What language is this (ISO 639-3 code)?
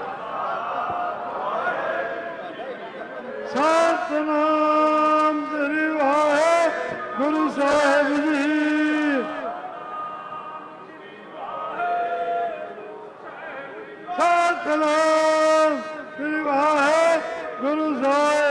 pan